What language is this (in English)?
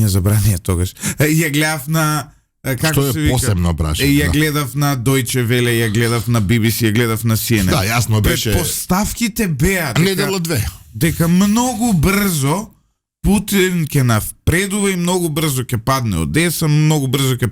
Macedonian